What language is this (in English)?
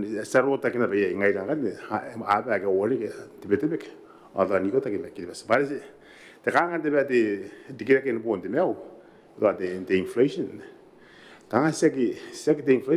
Gilbertese